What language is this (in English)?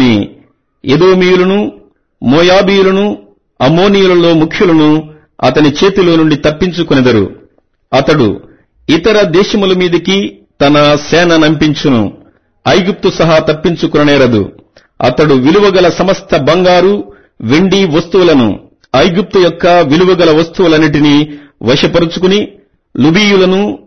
Telugu